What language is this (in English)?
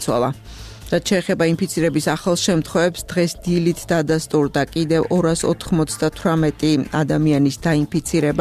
Georgian